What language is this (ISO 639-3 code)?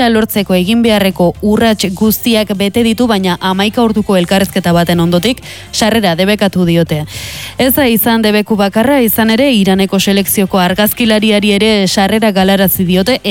eus